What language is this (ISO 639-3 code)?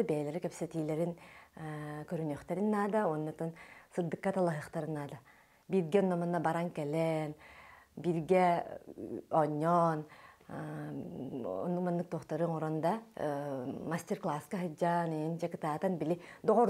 sah